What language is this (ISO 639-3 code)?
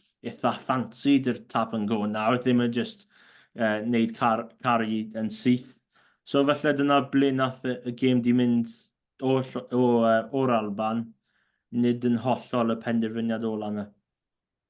cym